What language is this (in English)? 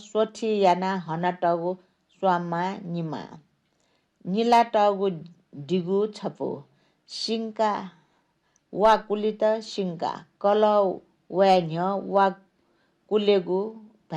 Newari